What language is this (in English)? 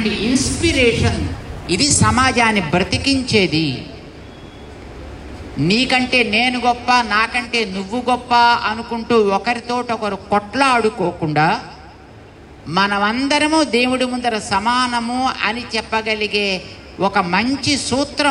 Telugu